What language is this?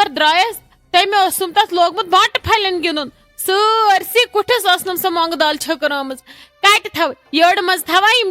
Kashmiri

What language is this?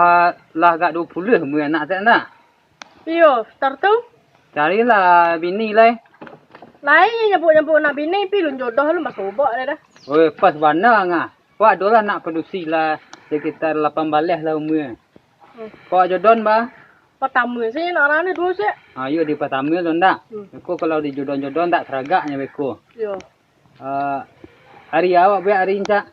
Minangkabau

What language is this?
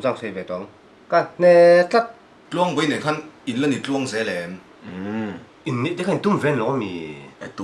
Mizo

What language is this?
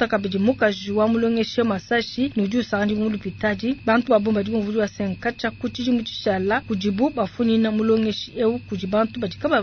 Luba-Lulua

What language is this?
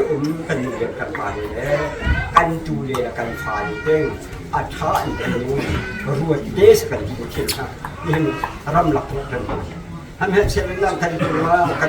Hakha Chin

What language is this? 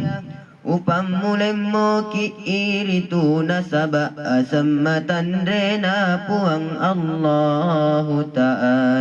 Buginese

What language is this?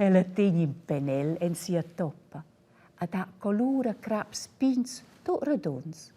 Romansh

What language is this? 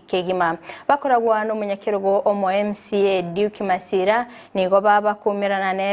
Gusii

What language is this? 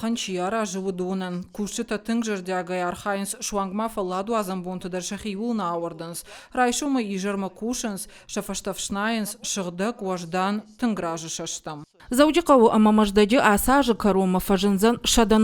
Ossetic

